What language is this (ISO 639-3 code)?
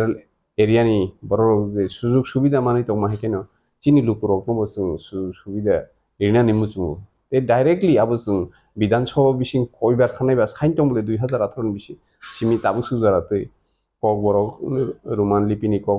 trp